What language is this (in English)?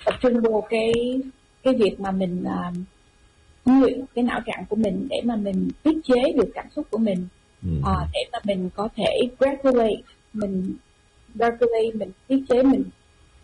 Vietnamese